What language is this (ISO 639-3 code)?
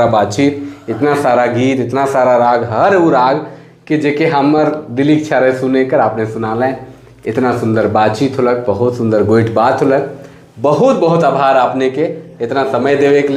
sck